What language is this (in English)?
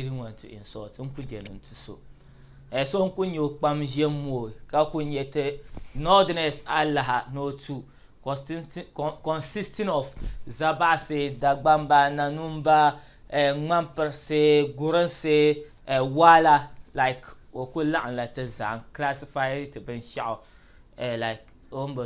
Dagbani